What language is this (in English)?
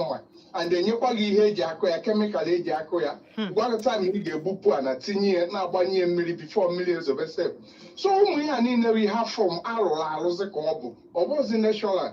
Igbo